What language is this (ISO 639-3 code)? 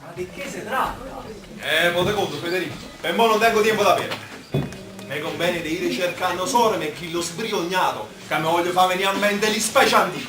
nap